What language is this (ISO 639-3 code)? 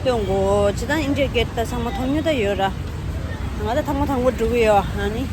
bod